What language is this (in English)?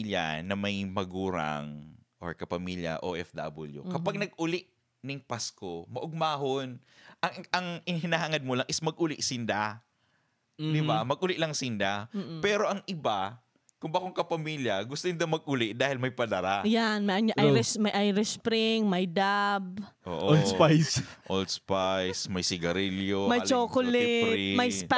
Bikol